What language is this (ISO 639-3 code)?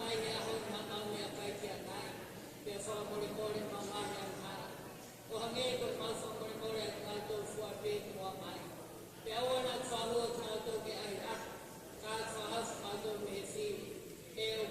ton